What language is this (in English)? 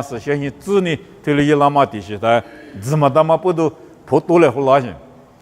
Lisu